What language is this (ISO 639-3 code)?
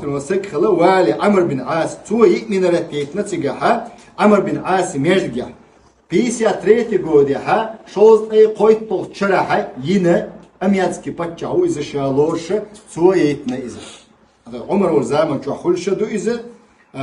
che